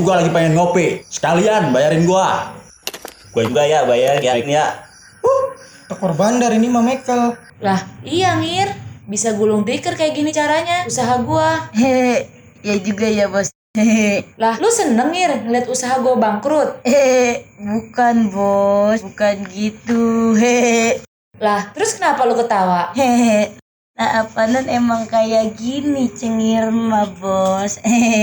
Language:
Betawi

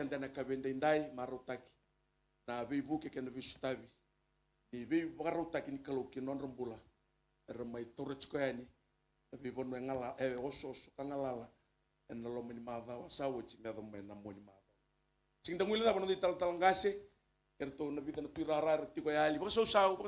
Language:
Fijian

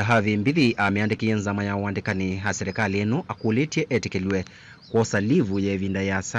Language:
Kamba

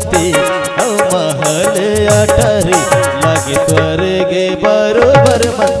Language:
Chhattisgarhi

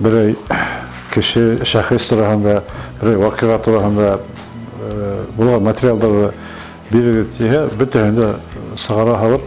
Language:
Bashkir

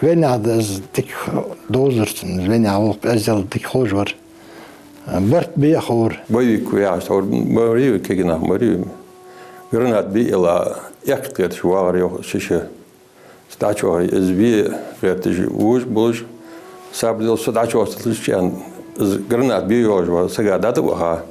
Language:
Ingush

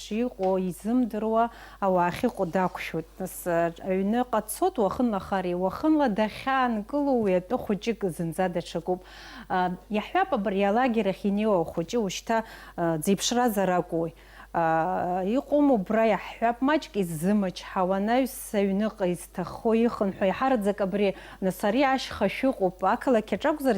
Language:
Abkhazian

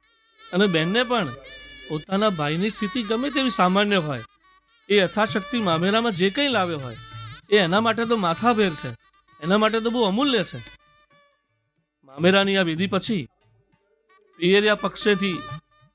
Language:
Gujarati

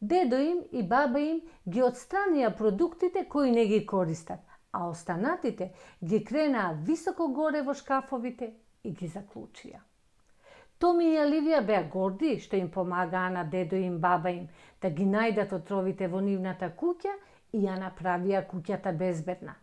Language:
Macedonian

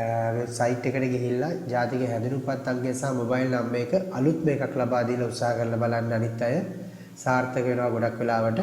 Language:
Sinhala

